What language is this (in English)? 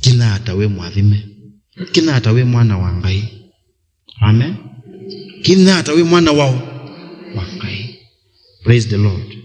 Kamba